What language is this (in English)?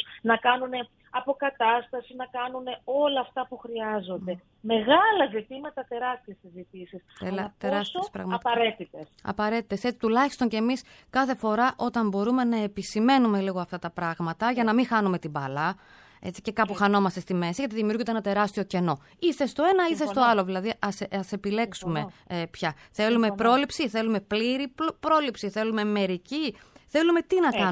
Greek